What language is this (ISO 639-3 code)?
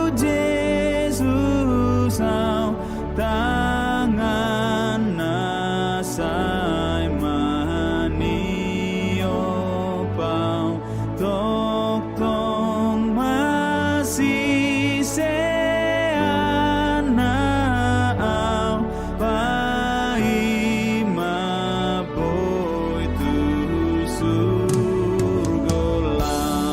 bbc